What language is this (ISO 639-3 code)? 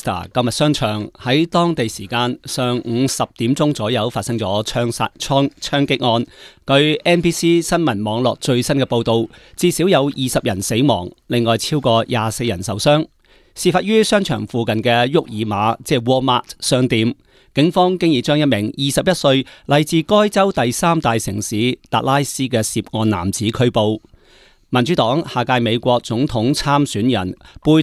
yue